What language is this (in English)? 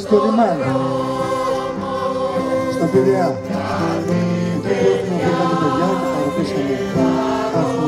Greek